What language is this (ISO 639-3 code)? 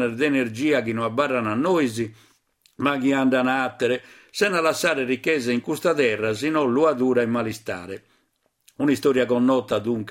srd